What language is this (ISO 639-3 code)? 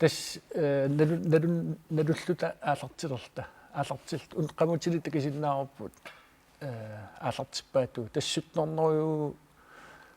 kal